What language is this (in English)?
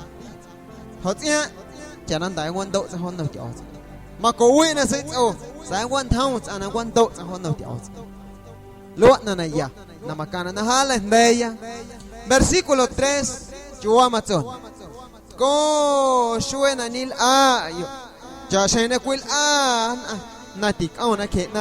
Guerrero Amuzgo